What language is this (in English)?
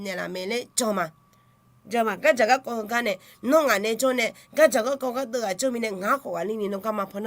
Akha